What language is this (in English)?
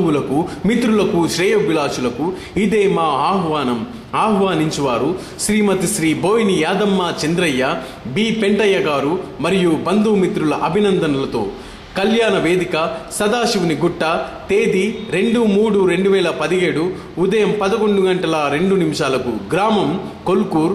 Telugu